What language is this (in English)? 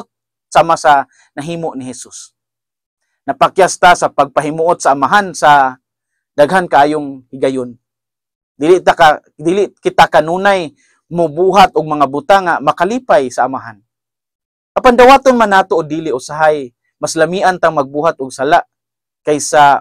Cebuano